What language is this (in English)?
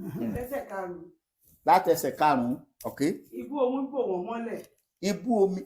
Yoruba